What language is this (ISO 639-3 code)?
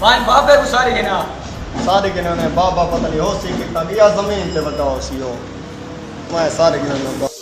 skr